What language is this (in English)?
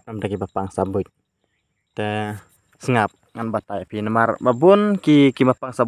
Khasi